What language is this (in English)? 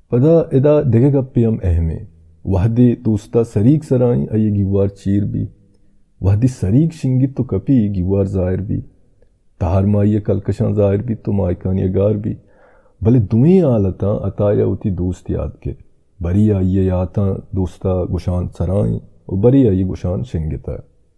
Baluchi